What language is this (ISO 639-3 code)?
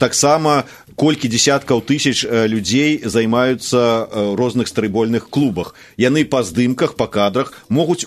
bel